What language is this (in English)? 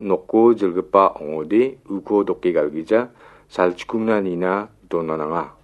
Garo